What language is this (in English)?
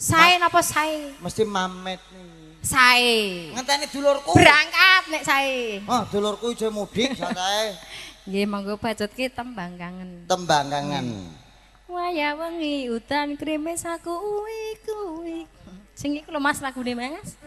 Javanese